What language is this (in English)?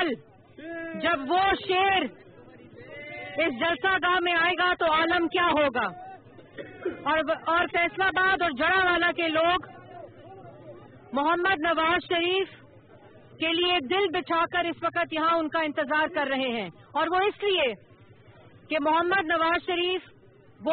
Urdu